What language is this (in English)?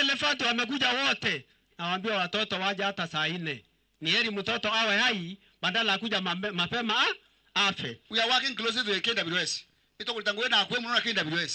Meru